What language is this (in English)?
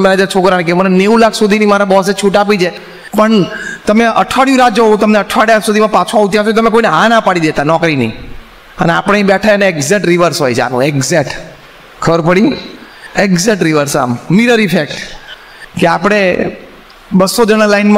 Gujarati